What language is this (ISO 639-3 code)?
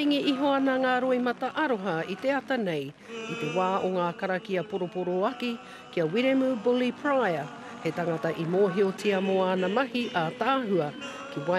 mri